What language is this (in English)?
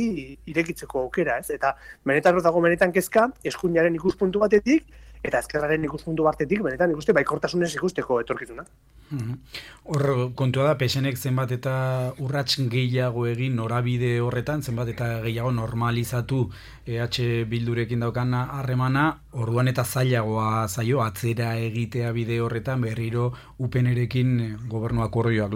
Basque